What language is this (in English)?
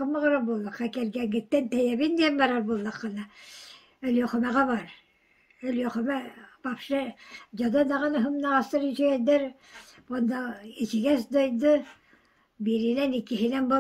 Yakut